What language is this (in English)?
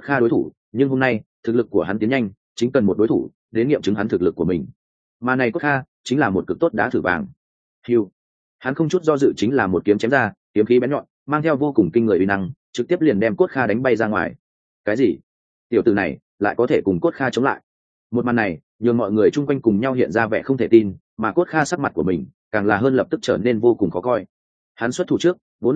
Vietnamese